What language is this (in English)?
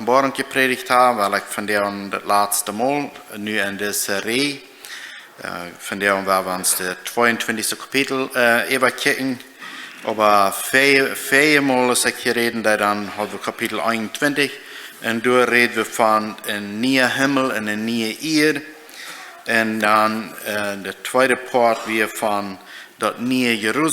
Plautdietsch